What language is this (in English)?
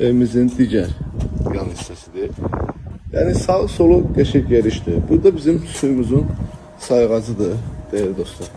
Azerbaijani